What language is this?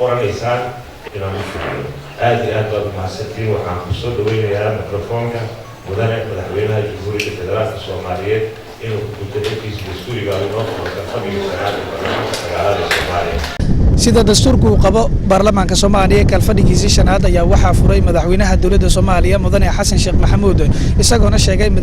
Somali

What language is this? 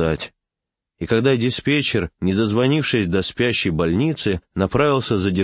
Russian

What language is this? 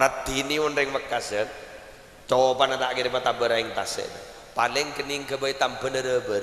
Madurese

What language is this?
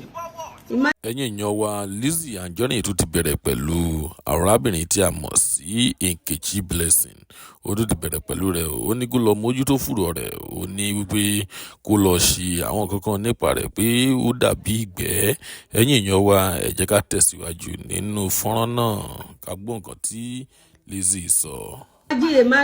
Yoruba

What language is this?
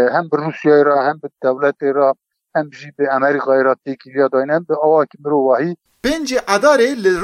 Kurdish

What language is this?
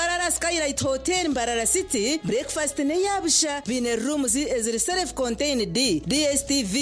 Nyankole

